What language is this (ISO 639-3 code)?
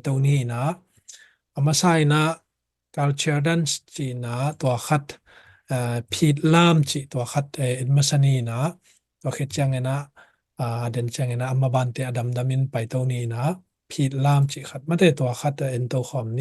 ctd